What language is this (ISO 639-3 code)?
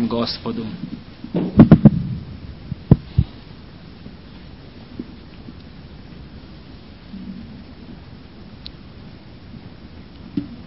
srp